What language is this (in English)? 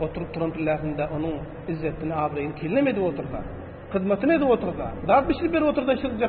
Turkmen